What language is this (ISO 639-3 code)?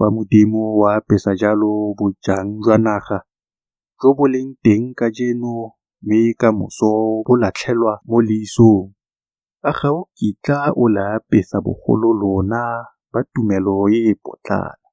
tsn